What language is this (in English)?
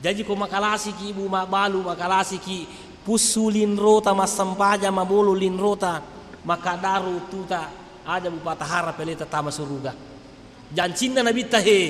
Buginese